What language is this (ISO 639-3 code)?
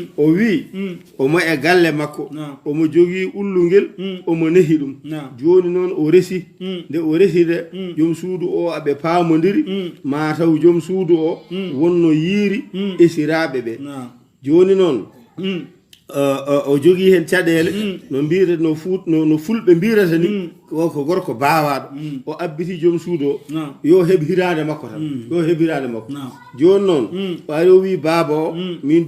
ful